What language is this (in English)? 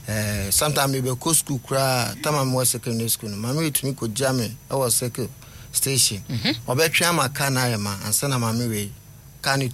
Akan